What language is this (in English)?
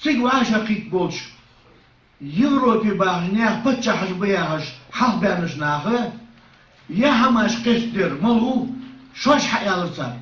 Ingush